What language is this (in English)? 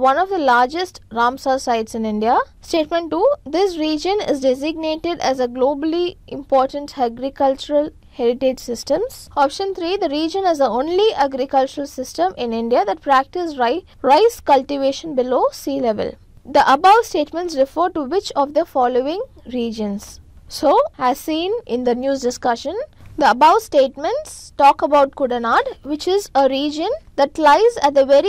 English